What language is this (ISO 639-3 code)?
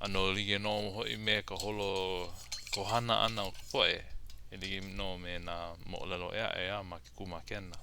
haw